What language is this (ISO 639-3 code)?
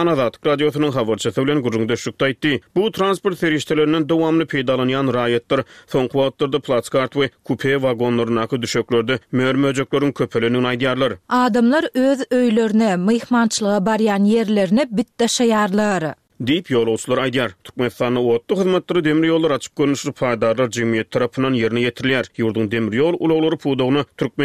tuk